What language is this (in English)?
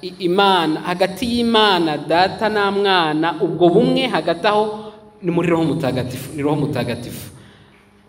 Kinyarwanda